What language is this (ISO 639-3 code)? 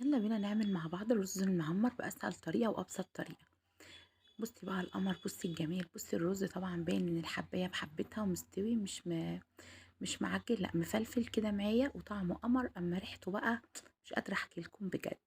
arz